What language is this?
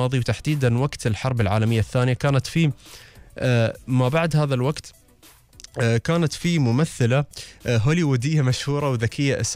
Gulf Arabic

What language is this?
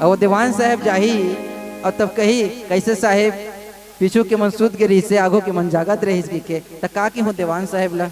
Chhattisgarhi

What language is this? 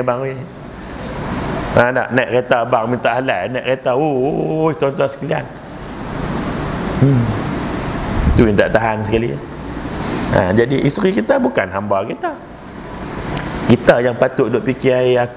Malay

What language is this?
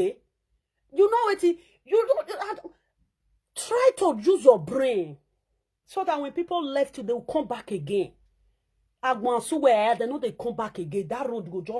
Nigerian Pidgin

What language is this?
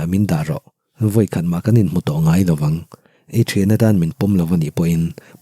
Mizo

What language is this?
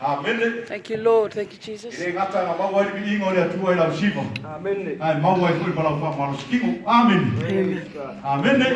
Samoan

